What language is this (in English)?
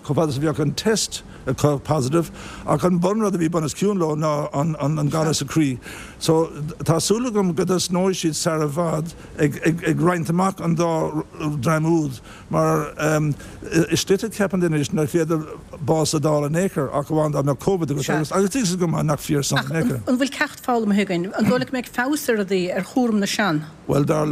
Irish